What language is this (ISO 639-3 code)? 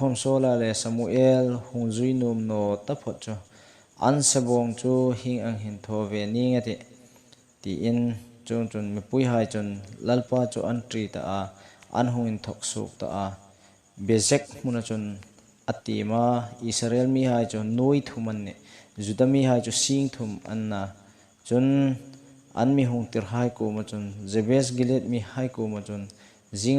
hmr